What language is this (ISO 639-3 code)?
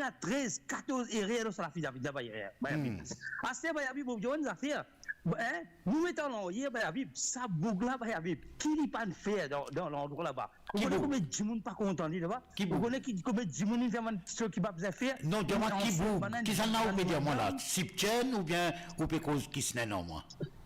mfe